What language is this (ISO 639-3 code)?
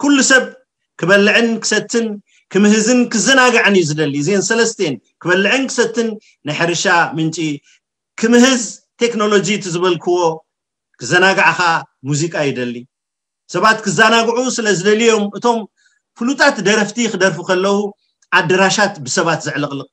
tir